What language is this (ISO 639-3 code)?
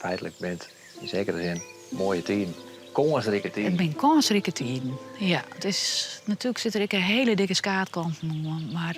fry